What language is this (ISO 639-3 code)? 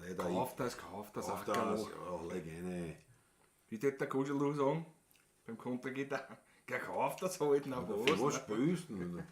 bar